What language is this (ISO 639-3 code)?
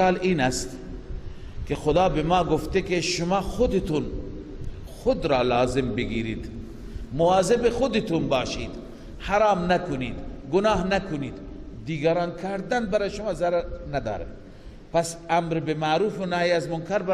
fas